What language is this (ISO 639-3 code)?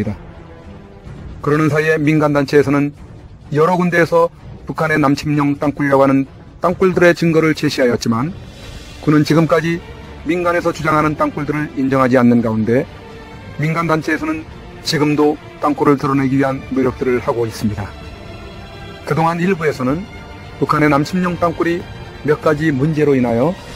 kor